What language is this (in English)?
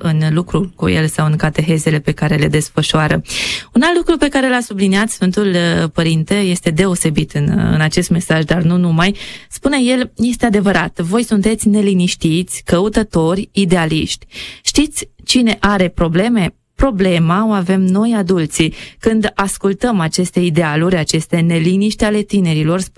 Romanian